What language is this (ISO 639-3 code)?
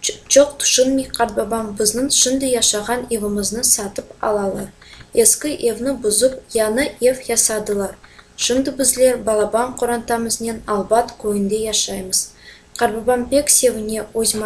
crh